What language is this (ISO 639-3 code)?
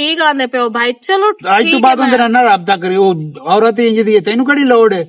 lah